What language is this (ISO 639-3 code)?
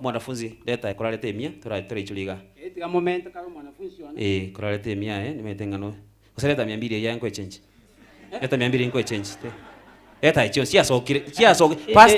guz